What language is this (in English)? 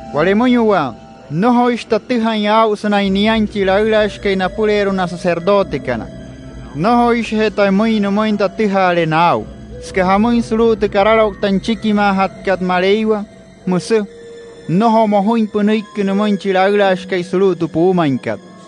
Wayuu